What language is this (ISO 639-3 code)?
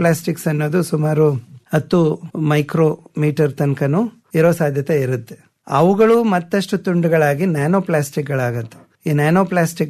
kan